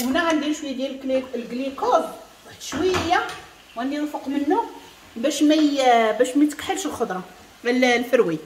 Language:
Moroccan Arabic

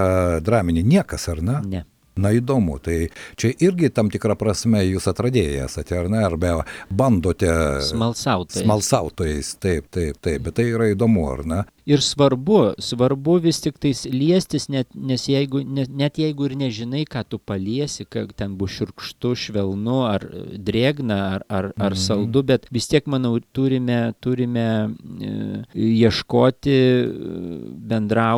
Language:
Lithuanian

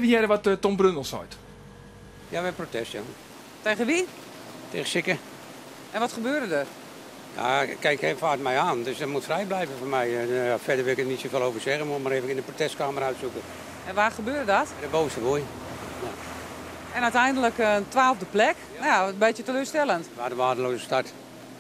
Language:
Western Frisian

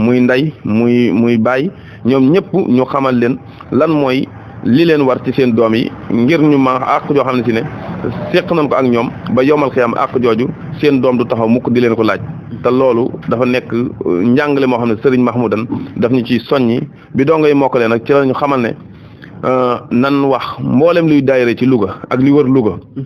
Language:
Wolof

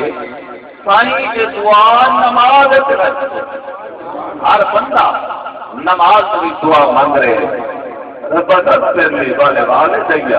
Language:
Saraiki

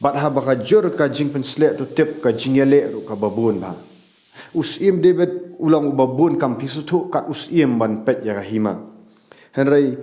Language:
Khasi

